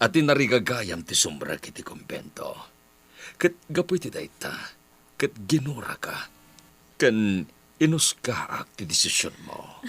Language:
Iloko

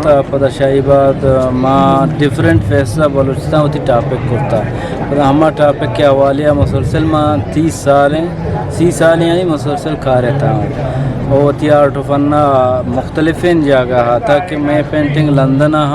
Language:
Eastern Balochi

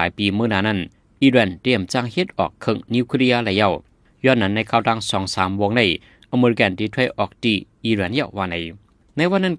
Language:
Shan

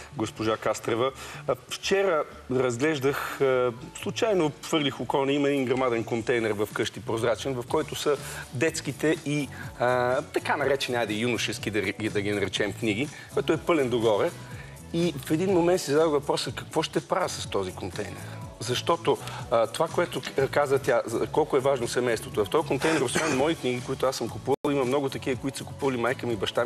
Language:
Bulgarian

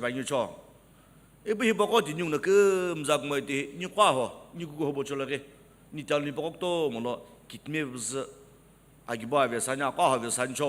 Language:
Sumi Naga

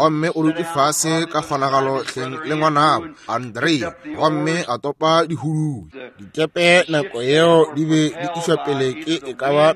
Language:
Northern Sotho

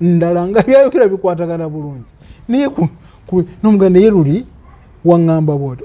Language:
Ganda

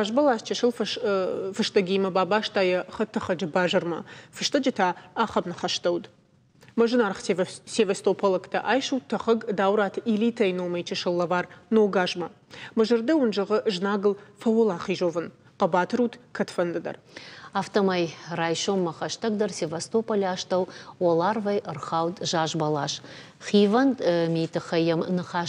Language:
Ossetic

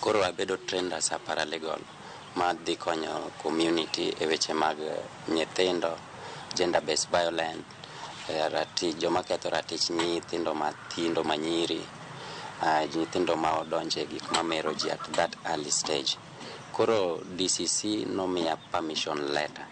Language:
Luo (Kenya and Tanzania)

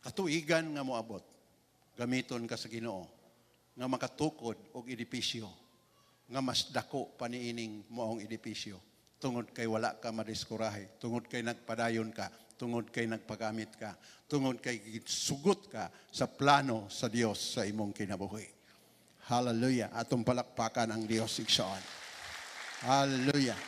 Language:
Cebuano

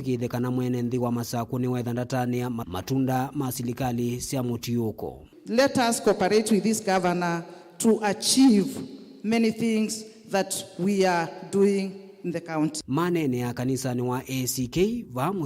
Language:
Kamba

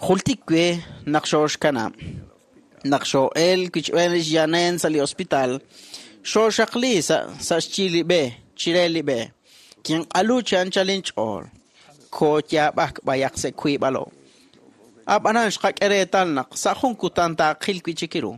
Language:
Kekchí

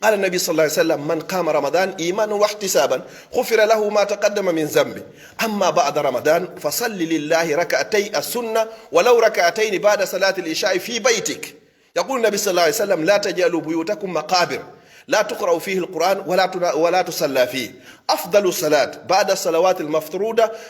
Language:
Pular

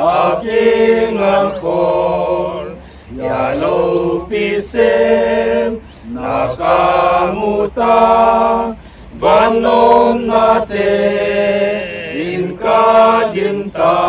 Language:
Paite Chin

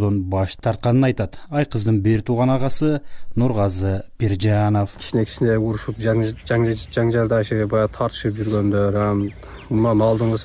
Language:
Kyrgyz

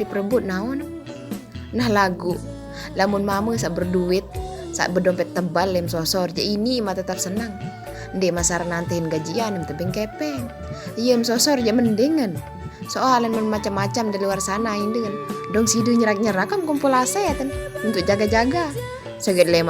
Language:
Sasak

